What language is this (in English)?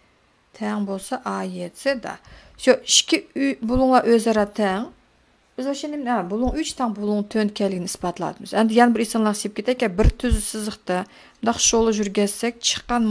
Uyghur